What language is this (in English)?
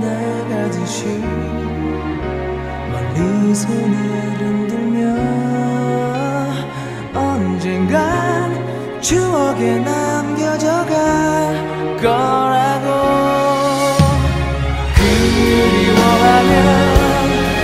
Korean